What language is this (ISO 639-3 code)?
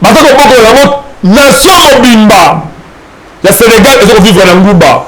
lin